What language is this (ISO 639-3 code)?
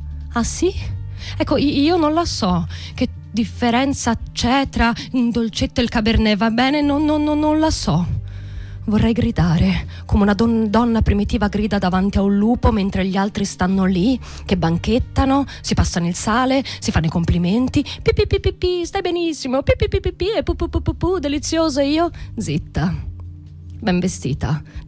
ita